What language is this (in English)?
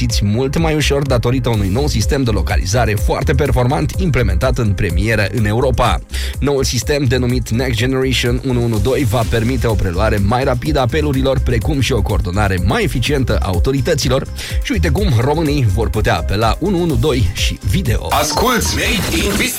Romanian